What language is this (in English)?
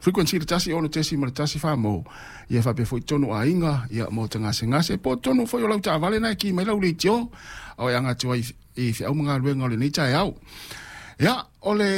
Samoan